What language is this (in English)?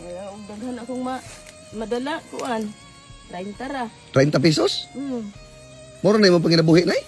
Cebuano